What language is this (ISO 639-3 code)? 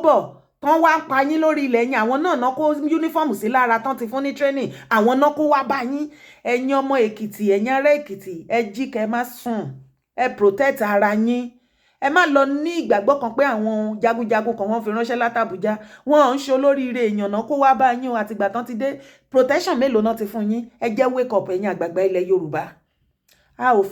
yor